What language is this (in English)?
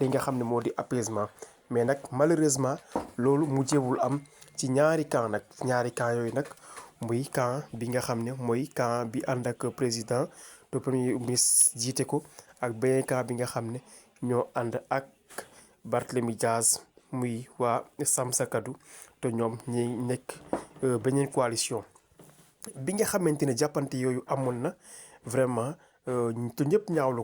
Wolof